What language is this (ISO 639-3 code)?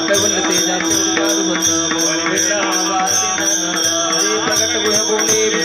mar